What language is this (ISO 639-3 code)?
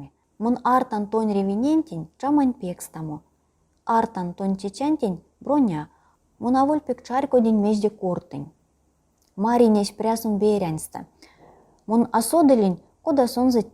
myv